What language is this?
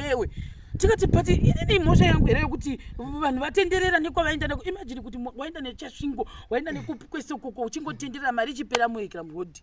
Shona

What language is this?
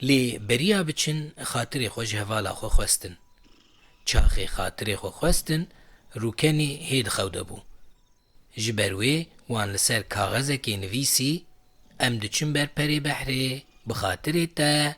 Kurdish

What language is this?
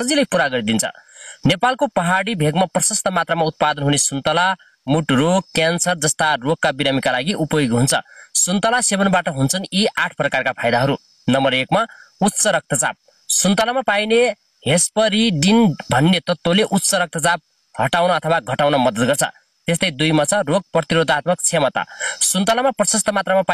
Nepali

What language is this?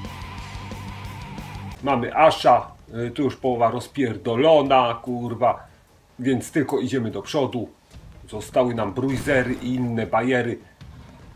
Polish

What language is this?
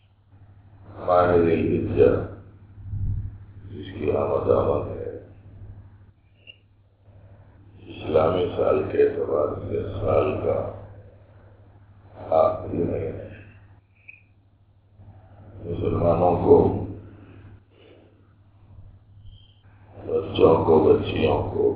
Urdu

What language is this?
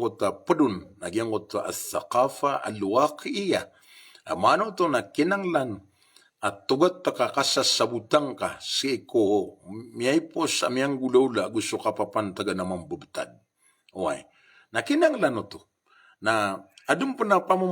Maranao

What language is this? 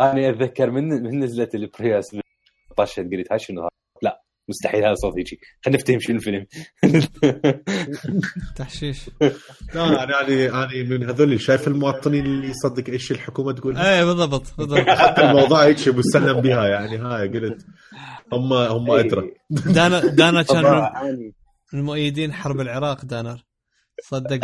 Mesopotamian Arabic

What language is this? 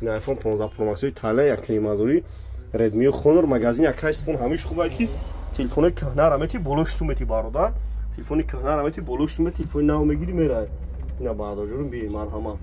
Tajik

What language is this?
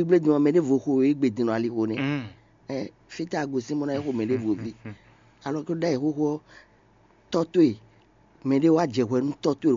Fon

